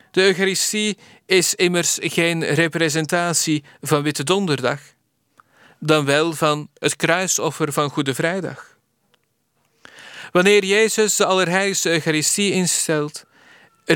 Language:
Dutch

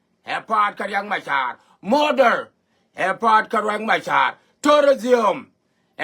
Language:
Nuer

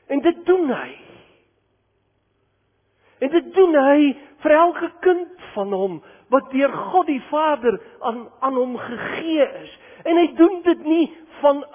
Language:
Afrikaans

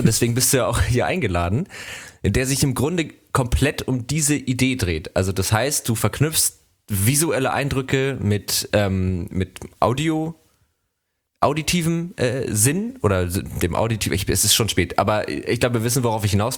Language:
German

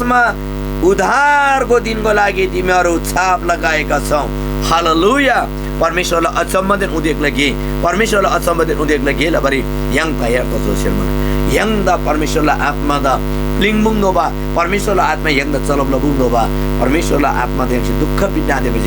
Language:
Eastern Tamang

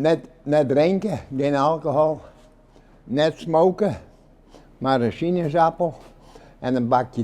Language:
Western Frisian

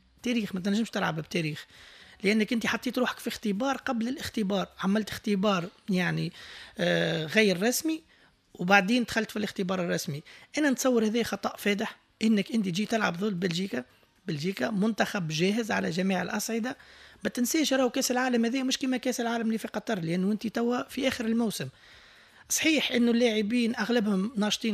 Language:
Tunisian Arabic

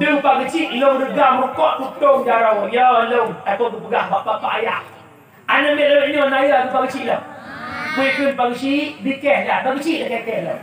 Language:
Achinese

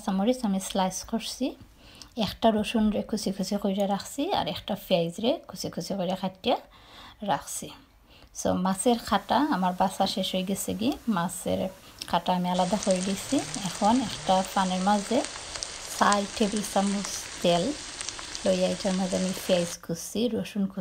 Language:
Sylheti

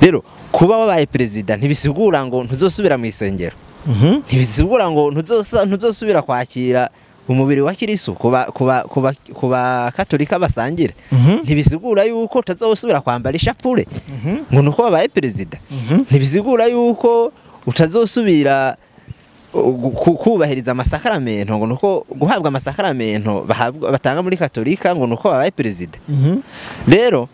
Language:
Rundi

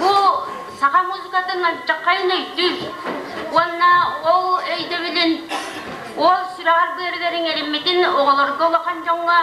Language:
Yakut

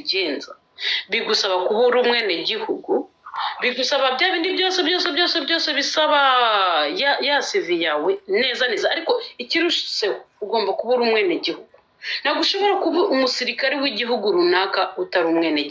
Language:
Kinyarwanda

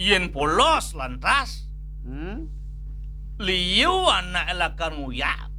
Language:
Balinese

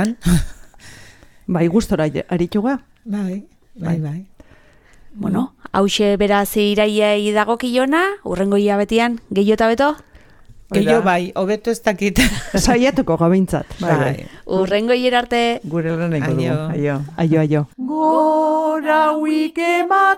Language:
Basque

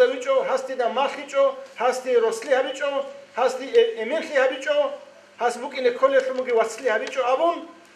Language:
Avaric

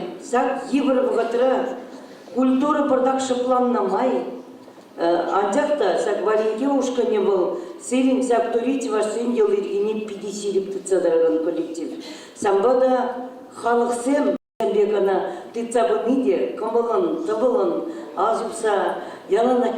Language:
Chuvash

